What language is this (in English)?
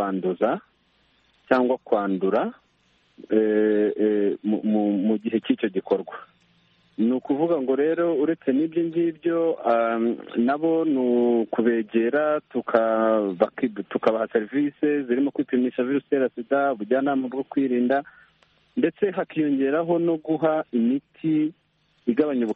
Kinyarwanda